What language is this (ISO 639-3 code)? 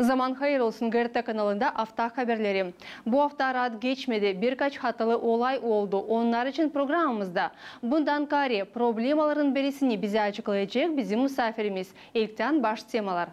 gag